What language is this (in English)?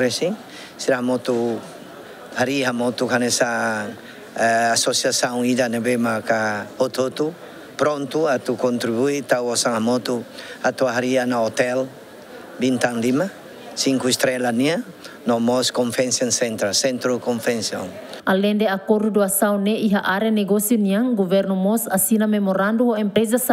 Tetum